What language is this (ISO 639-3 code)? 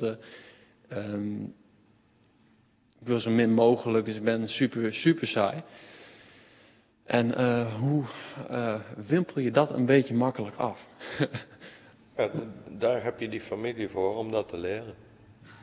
nld